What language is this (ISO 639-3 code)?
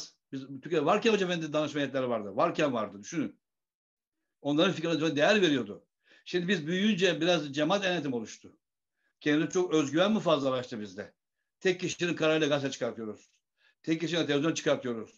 tur